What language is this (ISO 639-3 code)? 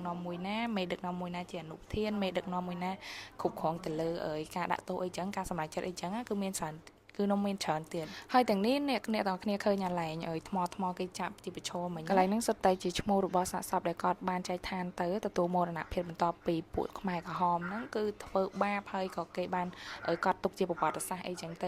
khm